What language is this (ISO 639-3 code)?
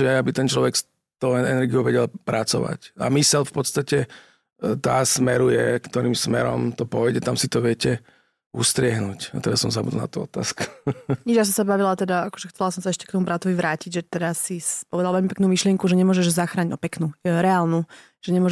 slk